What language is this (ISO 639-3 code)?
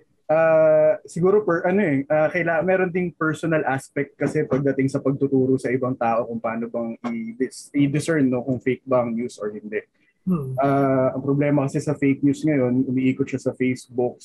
fil